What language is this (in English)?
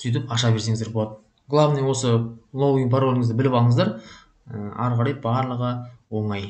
Kazakh